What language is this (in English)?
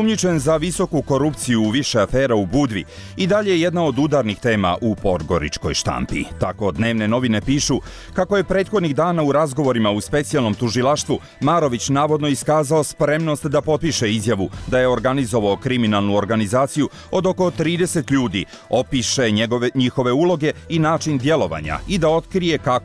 Croatian